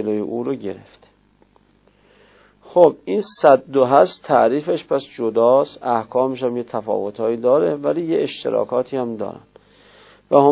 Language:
Persian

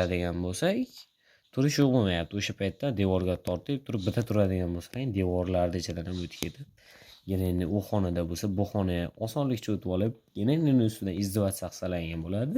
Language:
Uzbek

